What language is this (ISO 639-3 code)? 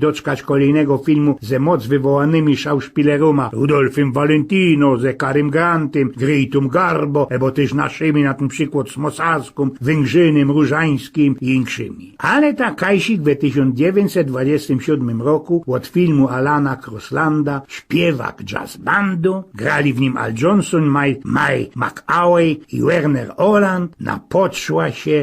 szl